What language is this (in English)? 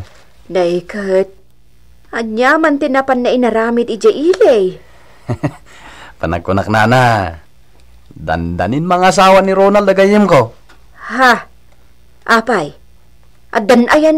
Iloko